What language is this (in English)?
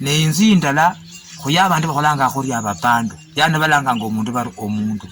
Luyia